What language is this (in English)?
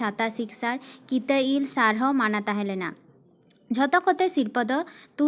Santali